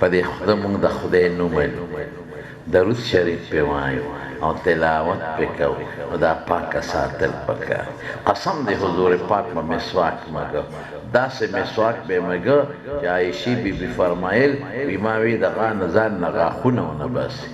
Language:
Pashto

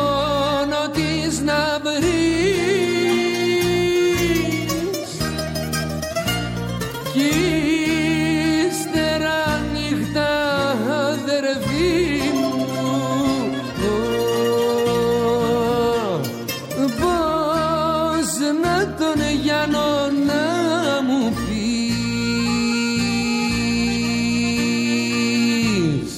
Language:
Greek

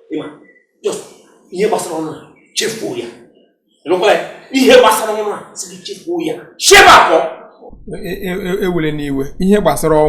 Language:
Igbo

